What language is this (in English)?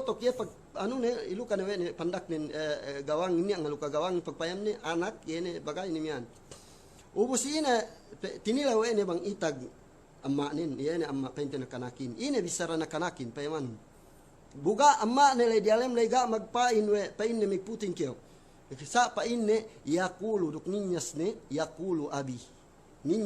Yakan